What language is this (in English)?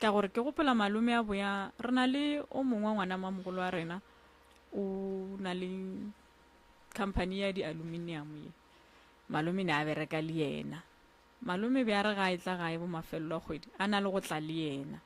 Northern Sotho